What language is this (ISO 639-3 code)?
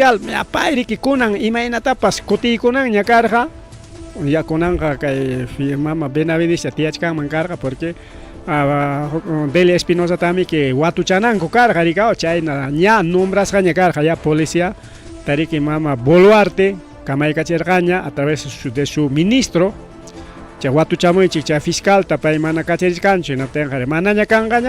quy